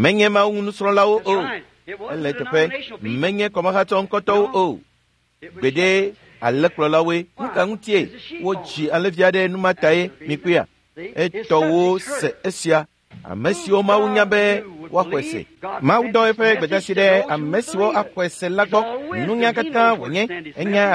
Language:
Ewe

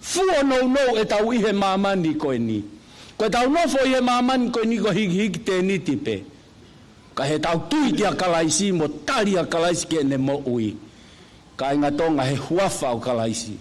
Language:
Tongan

